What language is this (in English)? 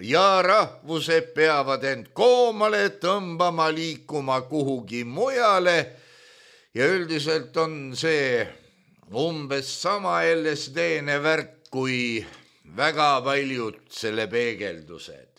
Estonian